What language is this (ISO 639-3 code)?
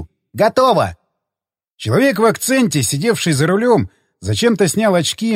rus